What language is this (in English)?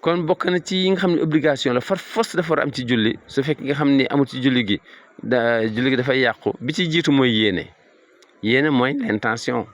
Wolof